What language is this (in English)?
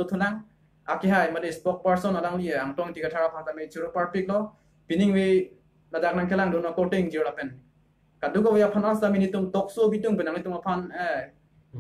Karbi